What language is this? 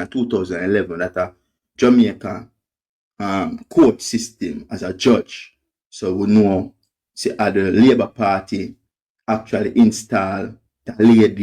Jamaican Creole English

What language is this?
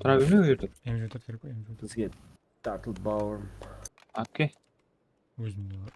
Kara-Kalpak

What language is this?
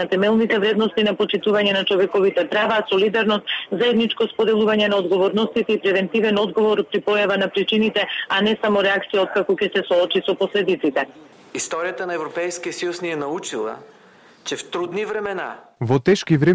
Macedonian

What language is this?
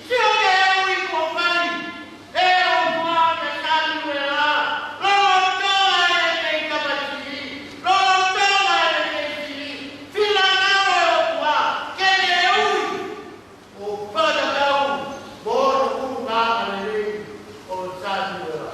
Tongan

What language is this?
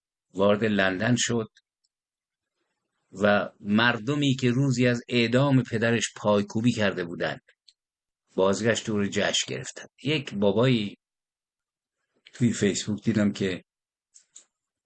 Persian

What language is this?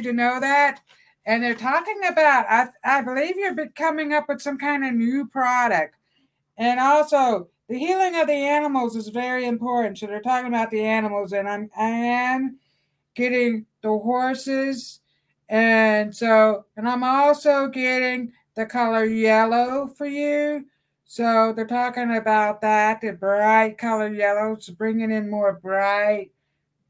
English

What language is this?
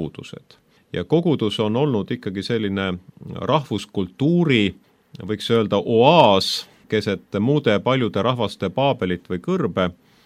Estonian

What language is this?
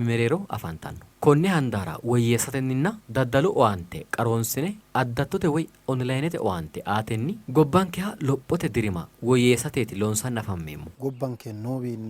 Sidamo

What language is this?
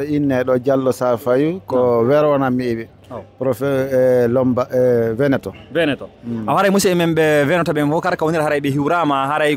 Fula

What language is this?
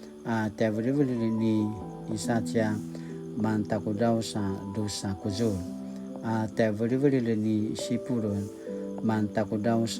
Paiwan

